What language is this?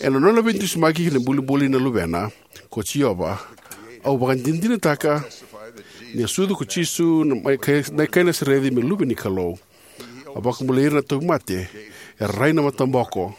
Fijian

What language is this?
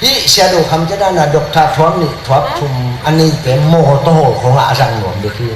Tedim Chin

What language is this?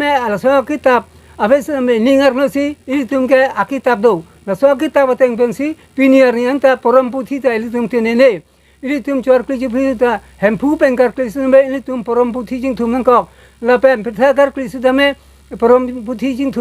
Karbi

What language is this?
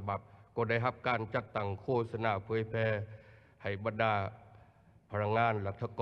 Lao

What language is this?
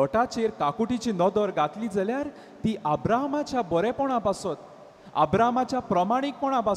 Konkani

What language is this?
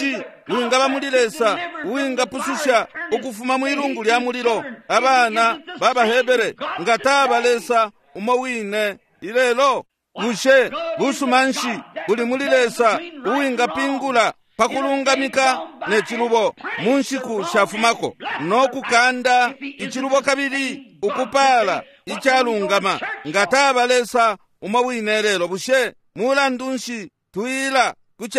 Bemba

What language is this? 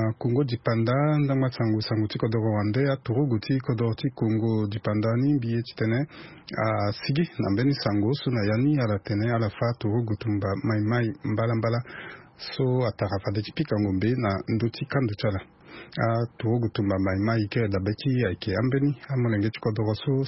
Sango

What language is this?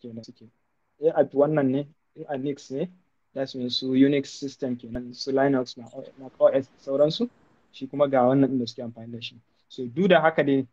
Hausa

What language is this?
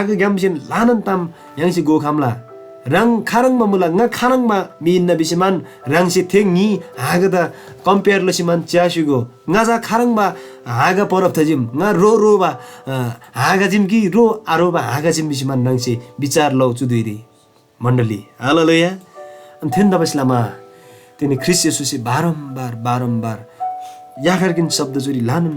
Eastern Tamang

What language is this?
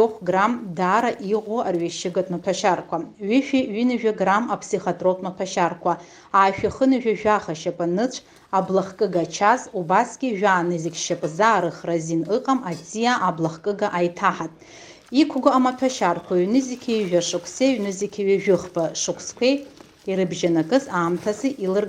Abkhazian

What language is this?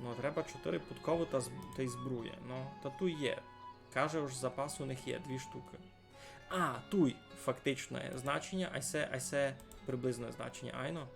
Rusyn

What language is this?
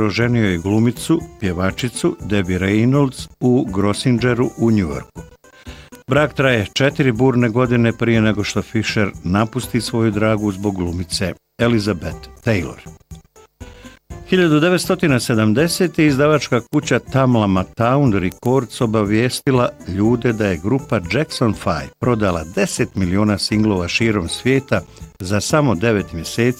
Bosnian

